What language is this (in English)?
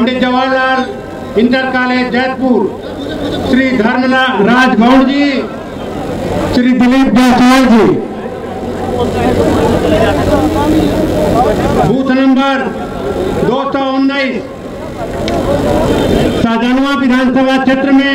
Hindi